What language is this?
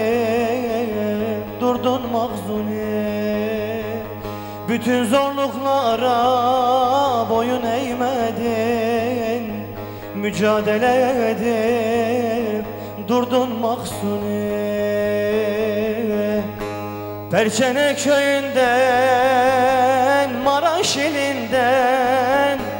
Turkish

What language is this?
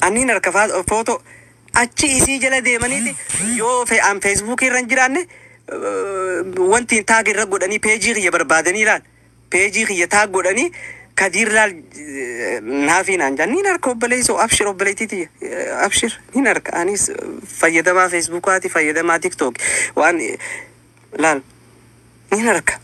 Oromo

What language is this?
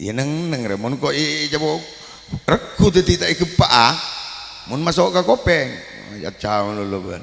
Madurese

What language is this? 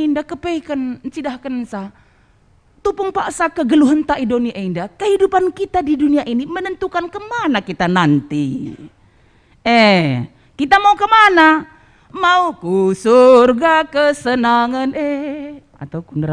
Batak Karo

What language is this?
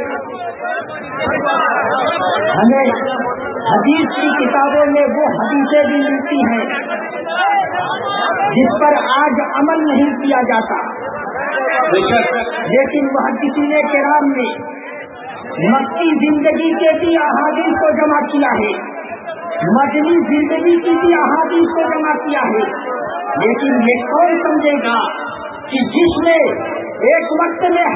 Urdu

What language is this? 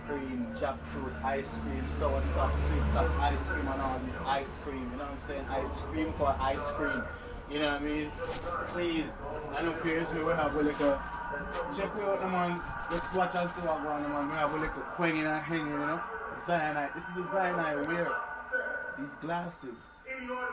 Jamaican Creole English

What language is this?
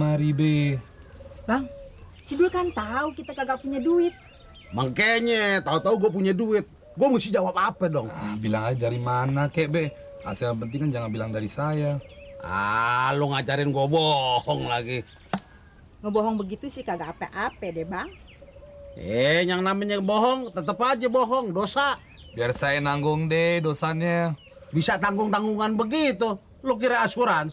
Betawi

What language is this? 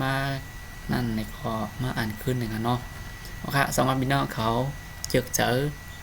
Shan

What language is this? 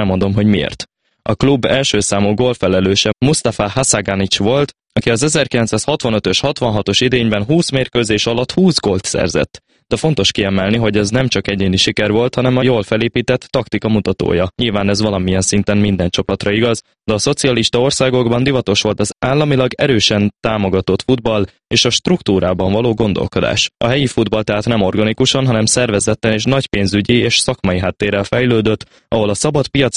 Hungarian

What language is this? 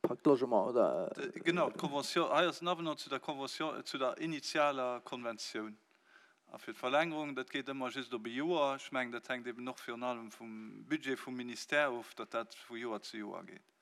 Luxembourgish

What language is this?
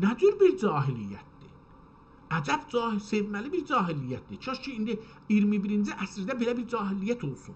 South Azerbaijani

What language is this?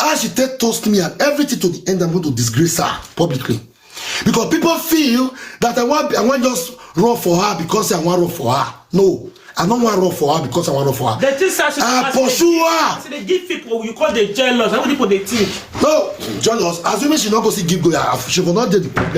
Nigerian Pidgin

